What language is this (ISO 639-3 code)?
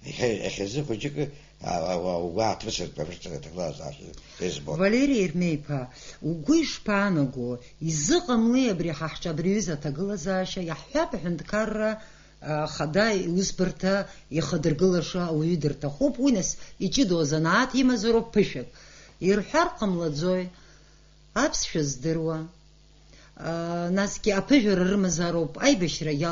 abk